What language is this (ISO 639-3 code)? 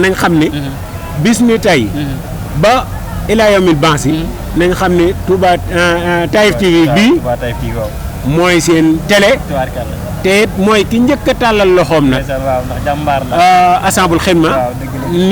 wol